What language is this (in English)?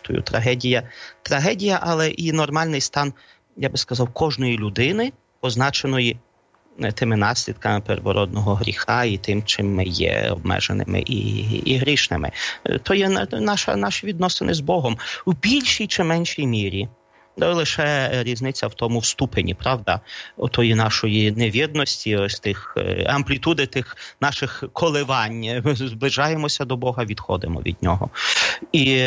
Ukrainian